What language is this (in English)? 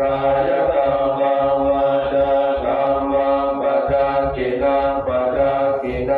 Northeastern Thai